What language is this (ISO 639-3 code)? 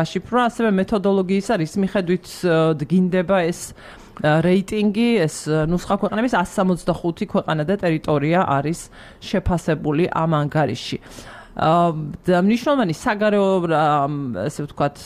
kat